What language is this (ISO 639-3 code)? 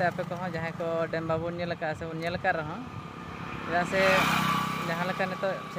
sat